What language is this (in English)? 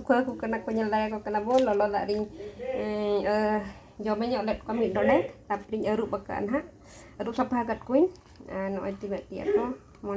Santali